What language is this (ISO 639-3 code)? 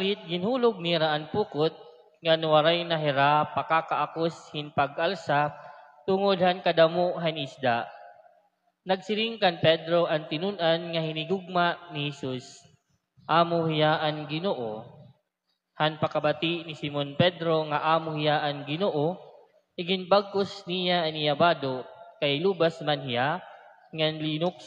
war